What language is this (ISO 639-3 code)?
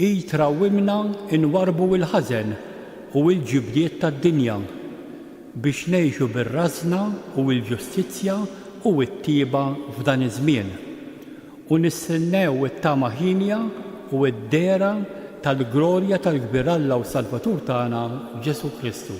mlt